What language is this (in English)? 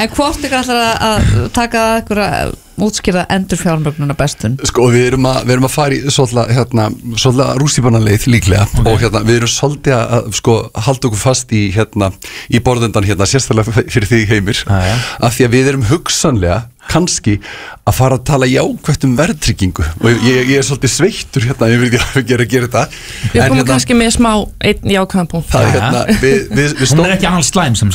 Icelandic